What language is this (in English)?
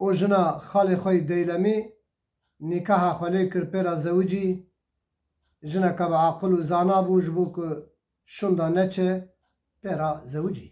Kurdish